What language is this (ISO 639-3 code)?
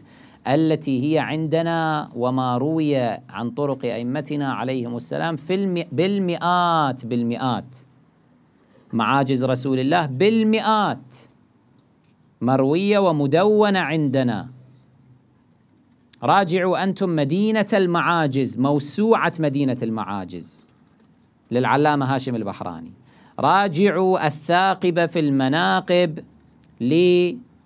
ara